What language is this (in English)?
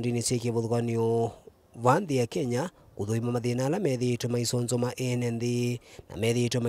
Kamba